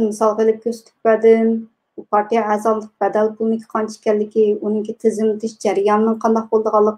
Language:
Uyghur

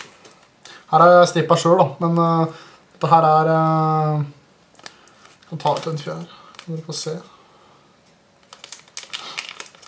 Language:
Norwegian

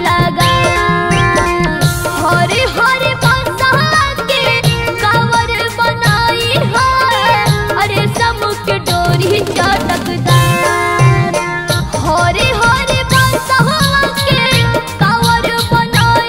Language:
Magahi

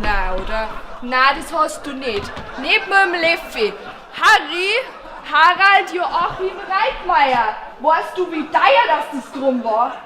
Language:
Bavarian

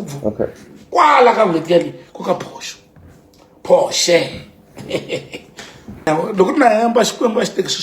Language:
Tsonga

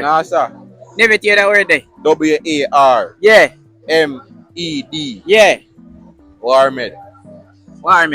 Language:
Jamaican Creole English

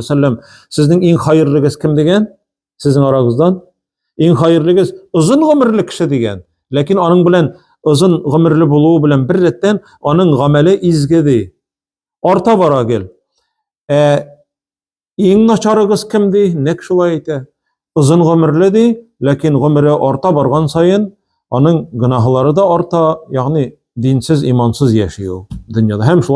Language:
Tatar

